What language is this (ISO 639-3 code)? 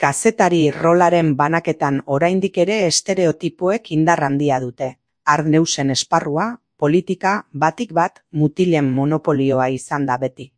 eus